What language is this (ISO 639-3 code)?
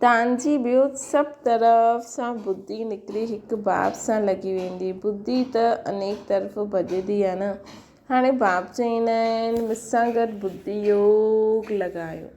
snd